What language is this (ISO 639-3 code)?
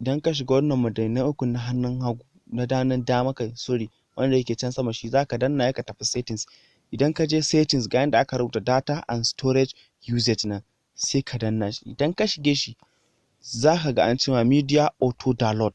hau